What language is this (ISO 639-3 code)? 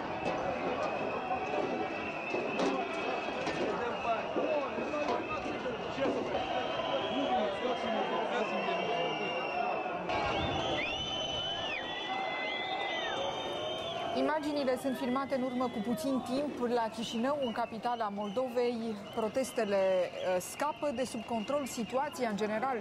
ron